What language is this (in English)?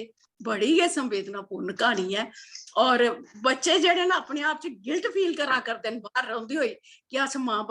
Dogri